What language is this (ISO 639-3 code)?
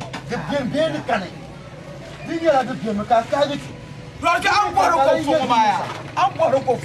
dag